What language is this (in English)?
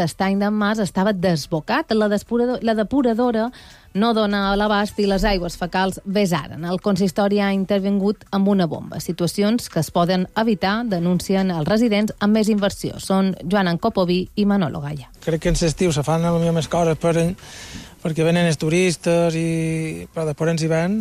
Catalan